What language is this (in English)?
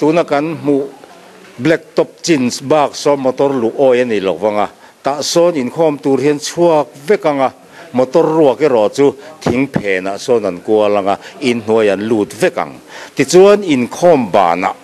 Mizo